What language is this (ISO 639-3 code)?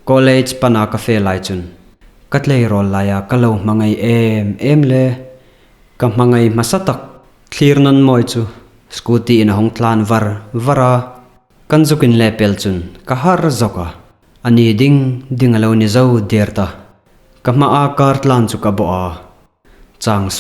hmr